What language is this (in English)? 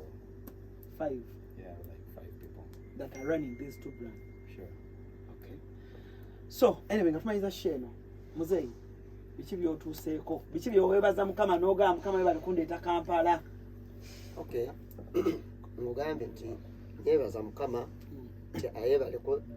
Ganda